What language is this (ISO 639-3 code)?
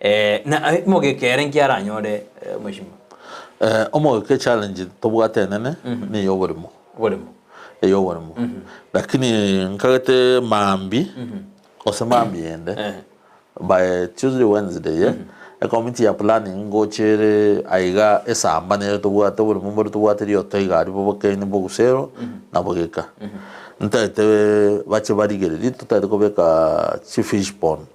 guz